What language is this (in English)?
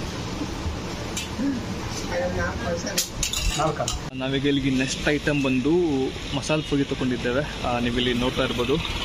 Kannada